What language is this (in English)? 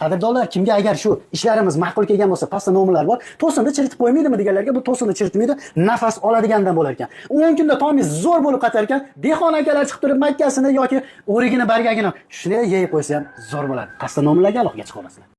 Uzbek